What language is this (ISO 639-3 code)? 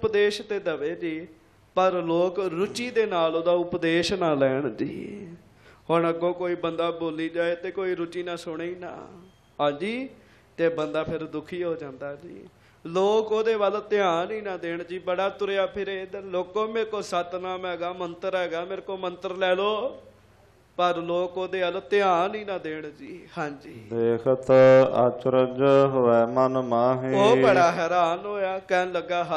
pan